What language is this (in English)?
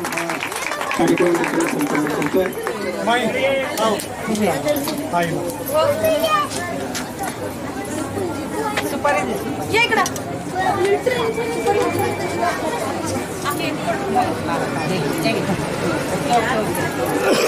Marathi